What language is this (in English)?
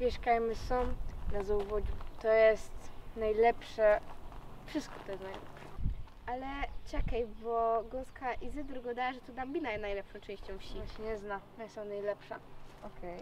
Silesian